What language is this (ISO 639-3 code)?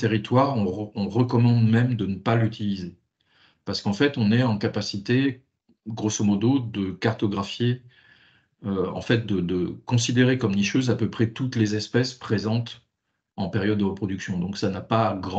fra